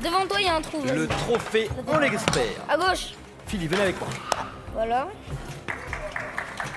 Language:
French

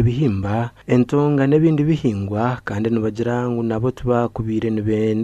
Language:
Nyankole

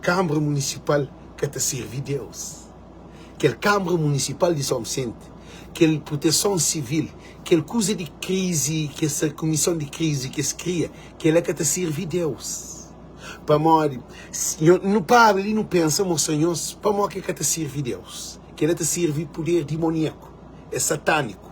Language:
Kabuverdianu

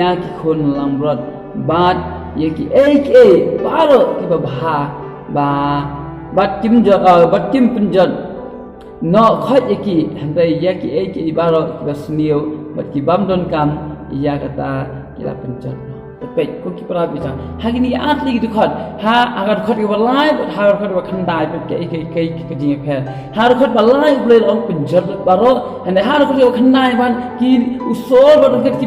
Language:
Khasi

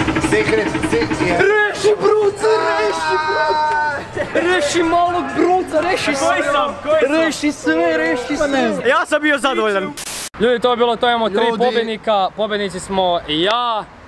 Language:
Croatian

